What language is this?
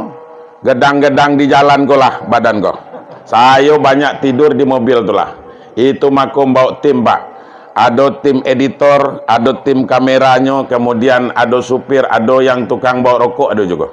Minangkabau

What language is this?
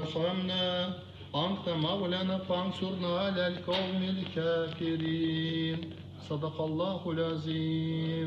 Crimean Tatar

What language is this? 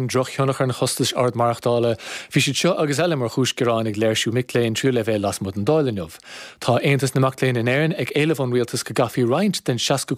Irish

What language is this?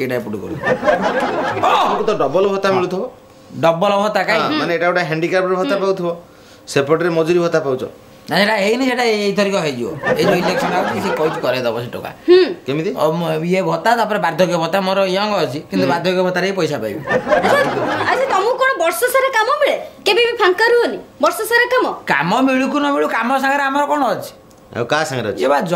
Odia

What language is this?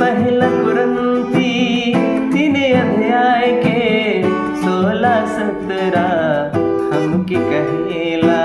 Sadri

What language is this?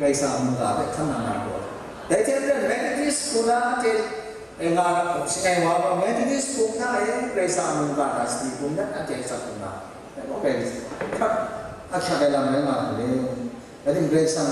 Kachin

